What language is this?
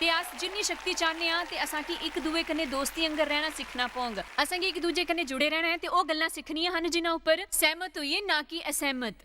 Dogri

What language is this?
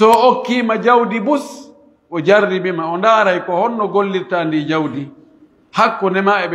Pular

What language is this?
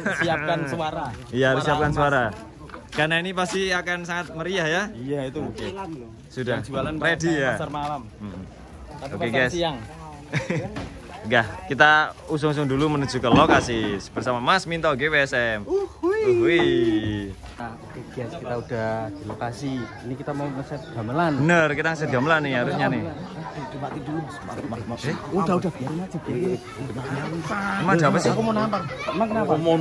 Indonesian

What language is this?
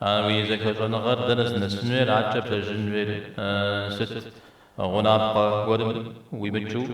Kabardian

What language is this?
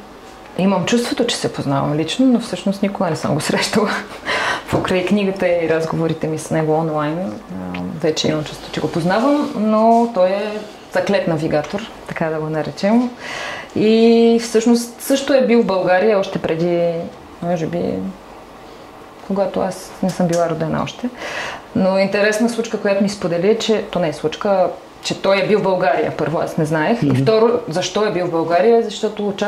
Bulgarian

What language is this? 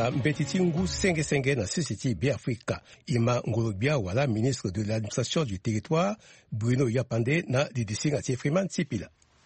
Sango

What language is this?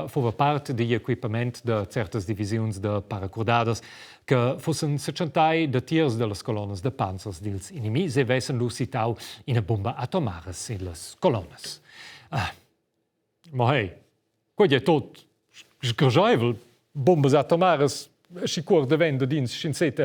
Romansh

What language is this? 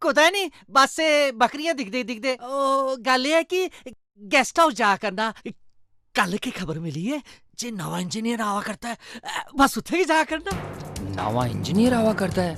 Dogri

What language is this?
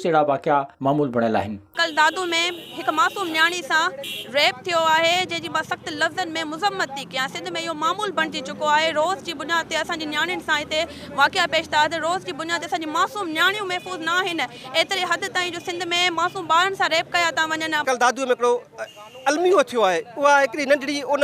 Sindhi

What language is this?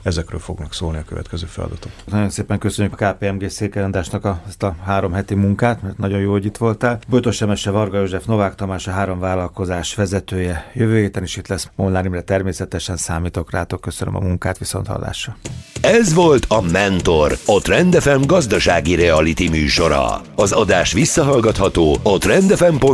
Hungarian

